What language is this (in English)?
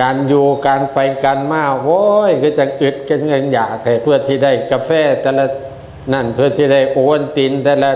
Northeastern Thai